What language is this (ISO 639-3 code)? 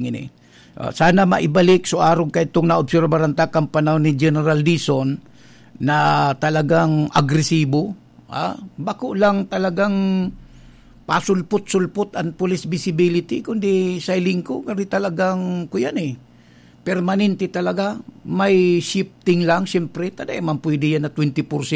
bik